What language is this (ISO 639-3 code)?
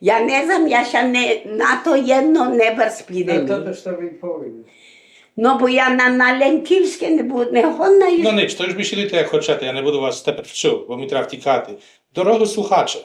rue